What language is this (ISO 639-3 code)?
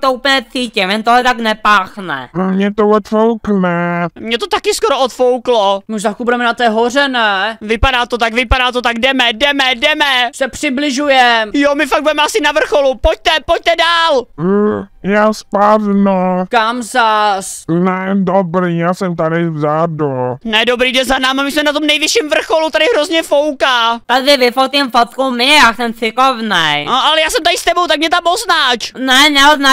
ces